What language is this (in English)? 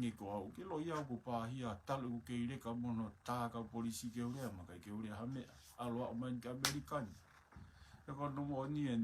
Tongan